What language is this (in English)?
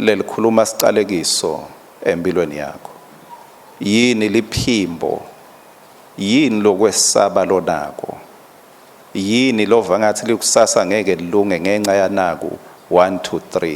Swati